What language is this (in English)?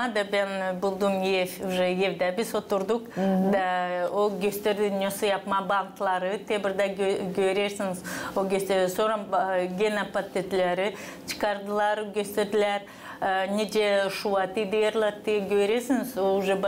Gagauz